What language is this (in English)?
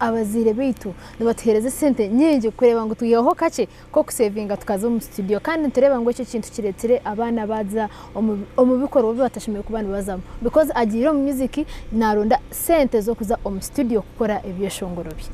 Nyankole